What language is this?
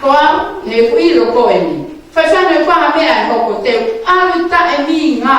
Tongan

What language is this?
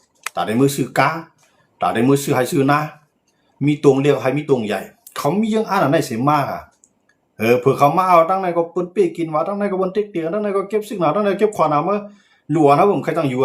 Shan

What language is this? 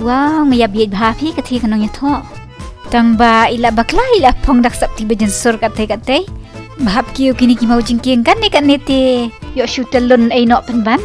Khasi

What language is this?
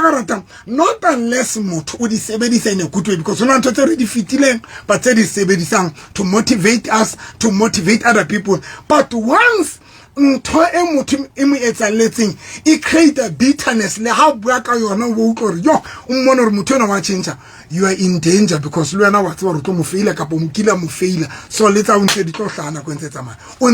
Southern Sotho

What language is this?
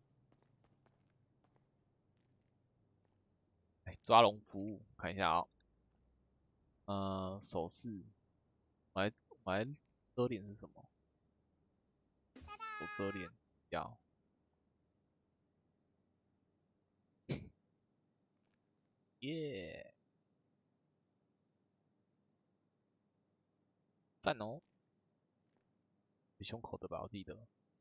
Chinese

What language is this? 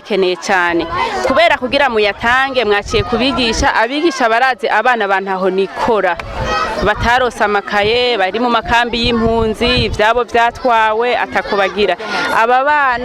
Rundi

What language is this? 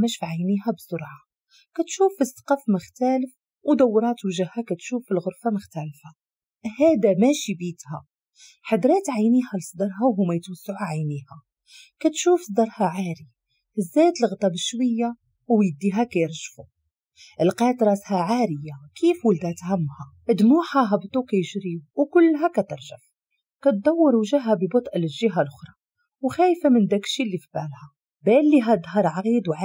Moroccan Arabic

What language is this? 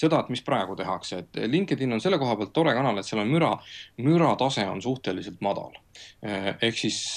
Estonian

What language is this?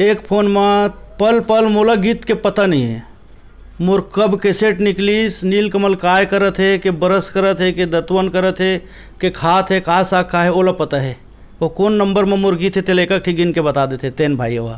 Chhattisgarhi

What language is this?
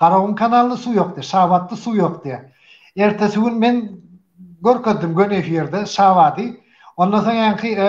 Turkmen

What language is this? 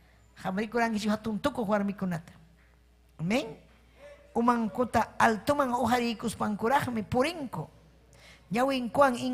Ayacucho Quechua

